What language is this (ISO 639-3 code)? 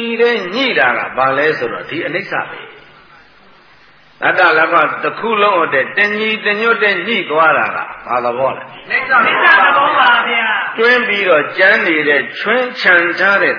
mya